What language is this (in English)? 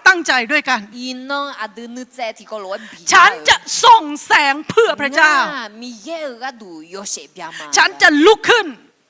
Akha